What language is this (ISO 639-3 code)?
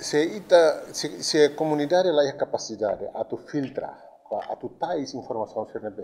tet